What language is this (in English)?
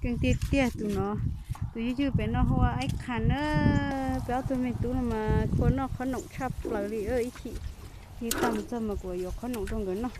Hmong